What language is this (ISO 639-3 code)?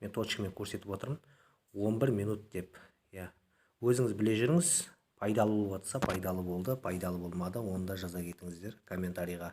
kaz